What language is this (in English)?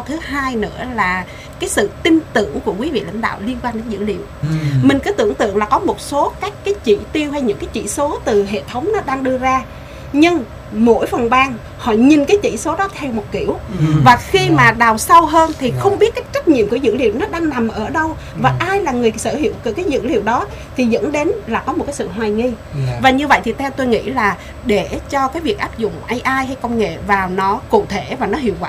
Vietnamese